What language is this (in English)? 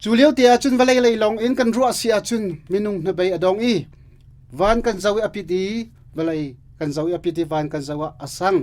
Hakha Chin